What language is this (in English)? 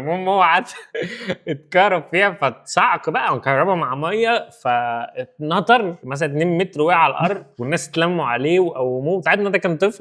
Egyptian Arabic